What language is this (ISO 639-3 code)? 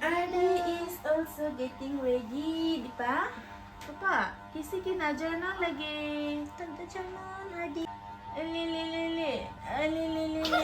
mjw